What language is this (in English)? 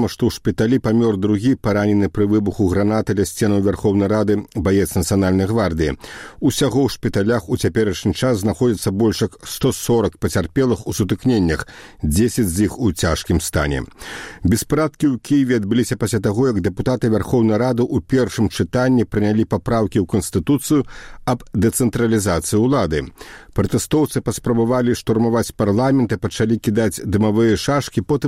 Belarusian